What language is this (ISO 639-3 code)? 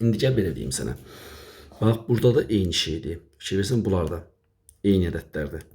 aze